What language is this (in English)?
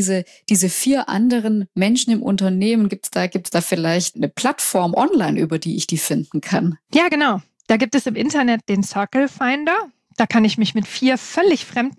German